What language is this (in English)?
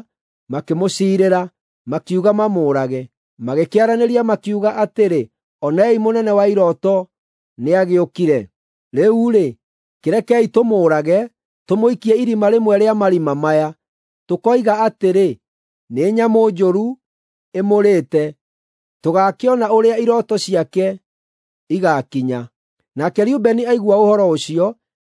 Kikuyu